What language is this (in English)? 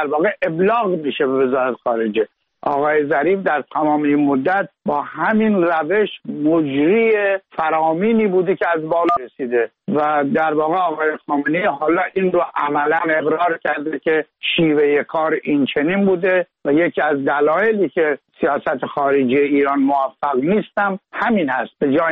Persian